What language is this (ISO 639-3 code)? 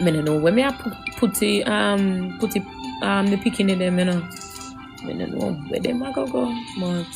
jam